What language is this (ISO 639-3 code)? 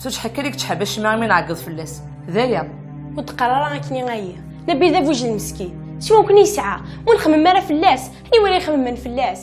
kab